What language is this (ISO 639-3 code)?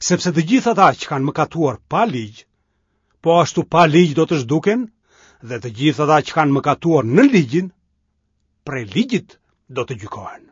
sqi